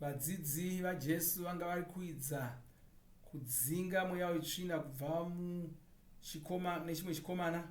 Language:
Shona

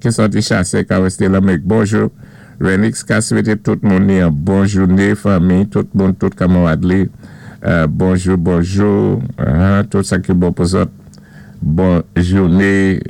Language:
Saint Lucian Creole French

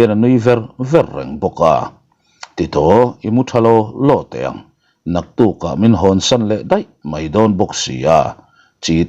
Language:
Mizo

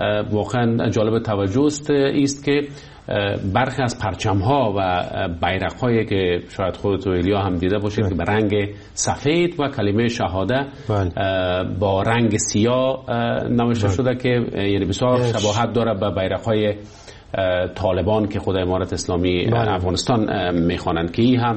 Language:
Persian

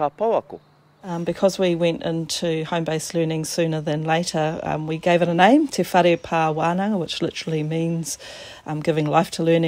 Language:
Māori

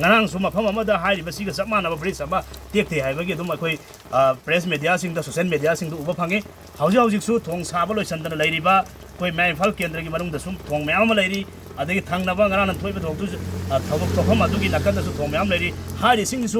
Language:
Manipuri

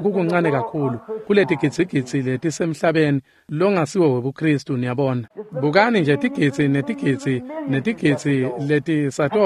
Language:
Swati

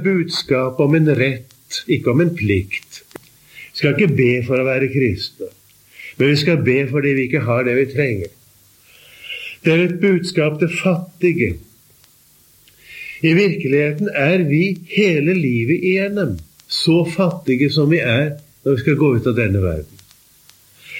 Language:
Norwegian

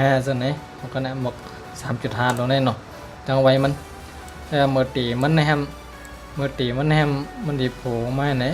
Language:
Shan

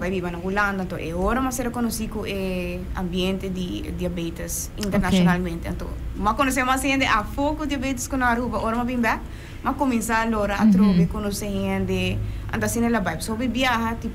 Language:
Papiamento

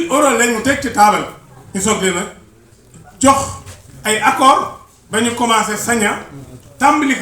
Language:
Wolof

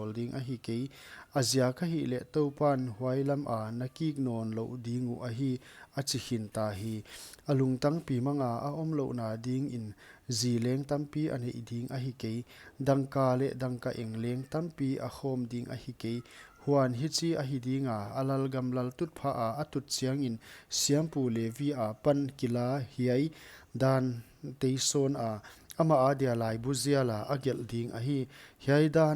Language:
Paite Chin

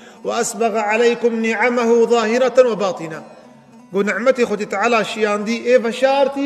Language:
Kurdish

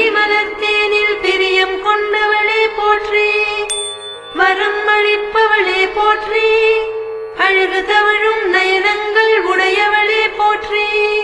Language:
Tamil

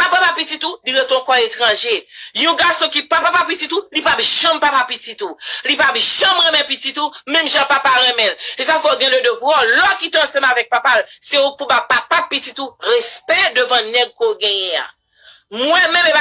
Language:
Haitian Creole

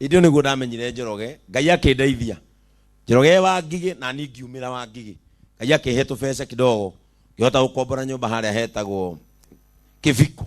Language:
Kikuyu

